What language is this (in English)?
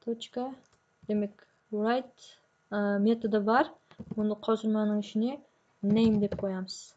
Kara-Kalpak